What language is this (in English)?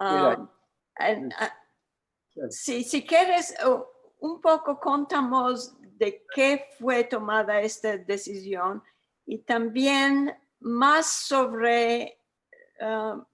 Ladino